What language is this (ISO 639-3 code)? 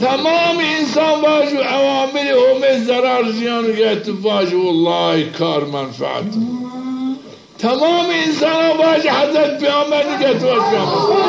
zza